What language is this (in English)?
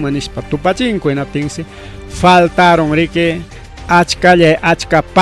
Ayacucho Quechua